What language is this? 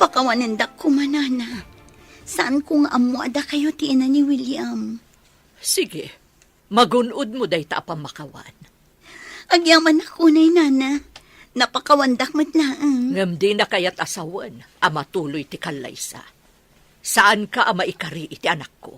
Iloko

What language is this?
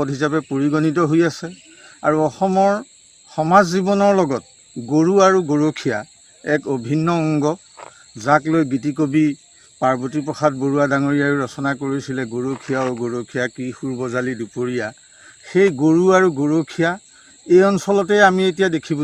Assamese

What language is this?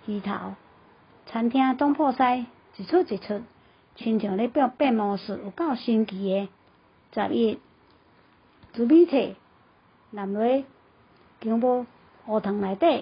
Min Nan Chinese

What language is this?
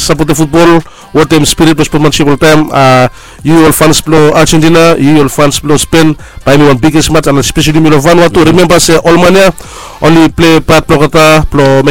Bislama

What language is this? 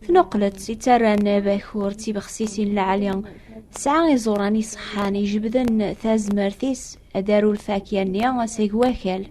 Kabyle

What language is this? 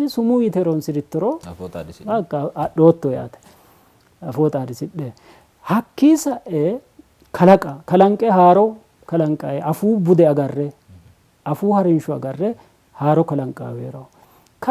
Sidamo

